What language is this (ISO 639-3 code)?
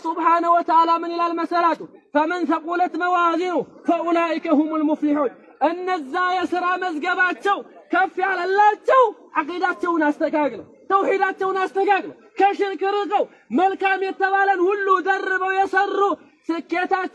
amh